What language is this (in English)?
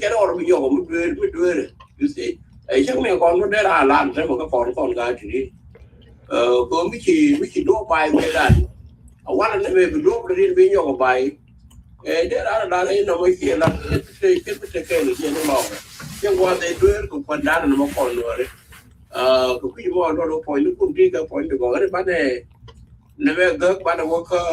Nuer